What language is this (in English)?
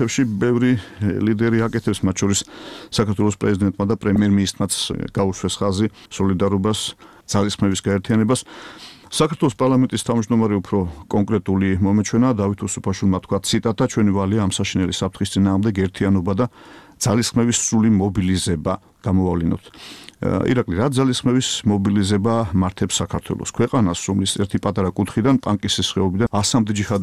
Georgian